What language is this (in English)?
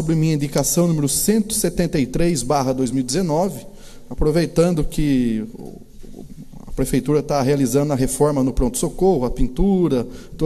Portuguese